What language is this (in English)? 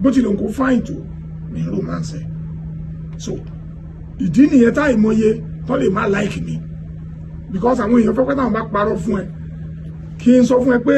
Yoruba